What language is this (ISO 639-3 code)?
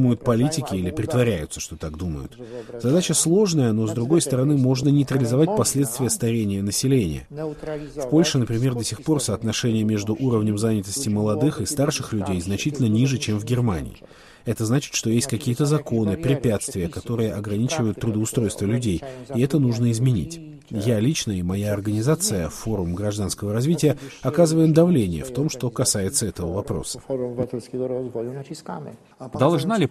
rus